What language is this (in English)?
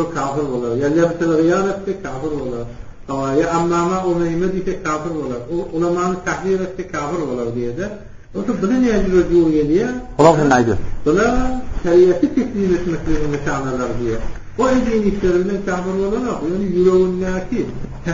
Turkmen